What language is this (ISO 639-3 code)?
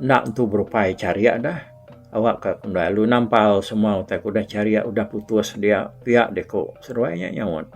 iba